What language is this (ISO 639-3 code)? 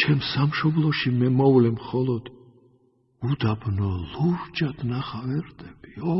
kat